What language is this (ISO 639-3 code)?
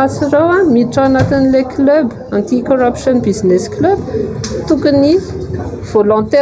mlg